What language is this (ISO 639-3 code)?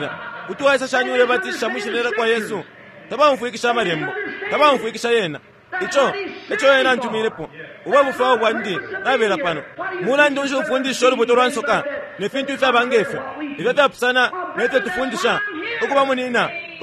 bem